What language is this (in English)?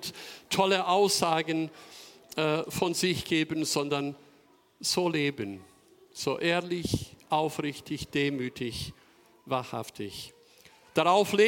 German